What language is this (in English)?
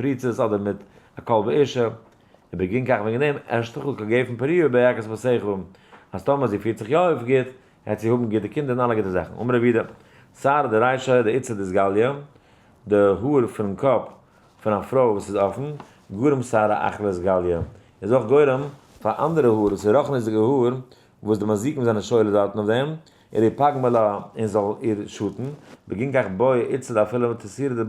Yiddish